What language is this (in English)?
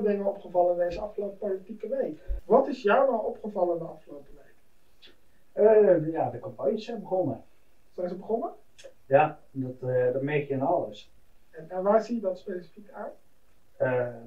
Dutch